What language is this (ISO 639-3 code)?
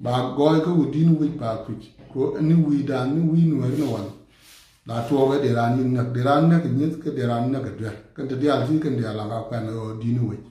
nus